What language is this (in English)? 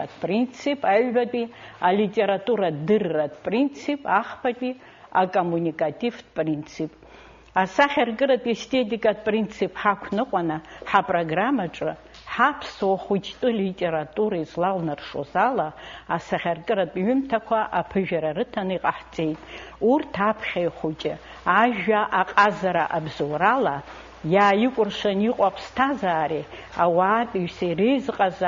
Abkhazian